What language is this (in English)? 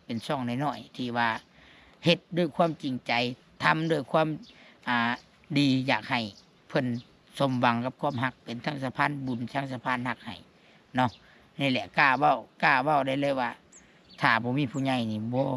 Lao